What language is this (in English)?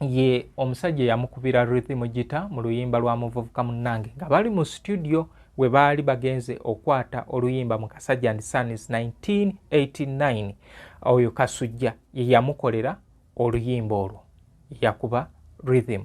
Ganda